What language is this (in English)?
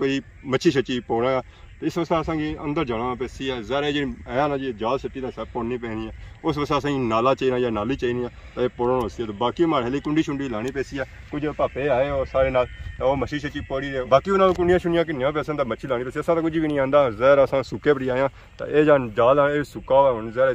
Pahari-Potwari